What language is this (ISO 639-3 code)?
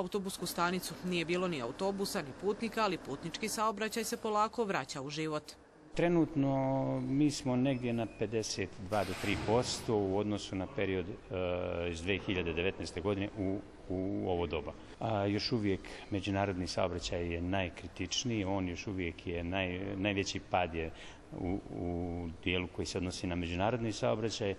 bos